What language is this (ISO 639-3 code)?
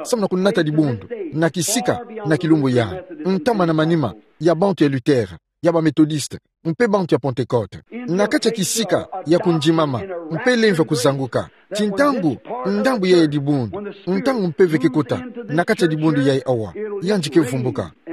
ktu